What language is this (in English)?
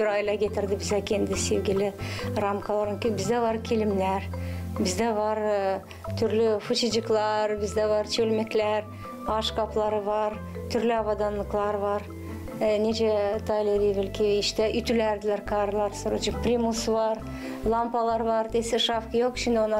Gagauz